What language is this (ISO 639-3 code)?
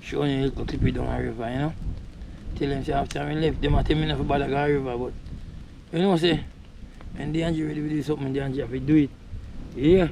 jam